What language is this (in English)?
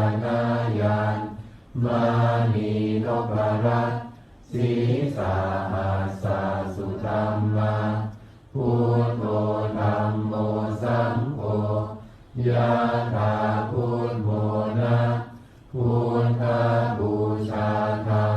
Pali